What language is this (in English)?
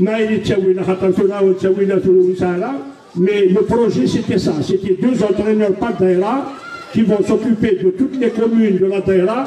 Kabyle